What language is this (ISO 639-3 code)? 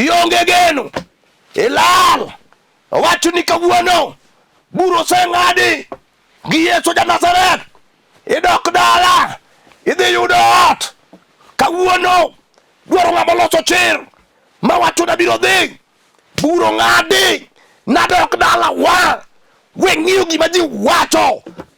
luo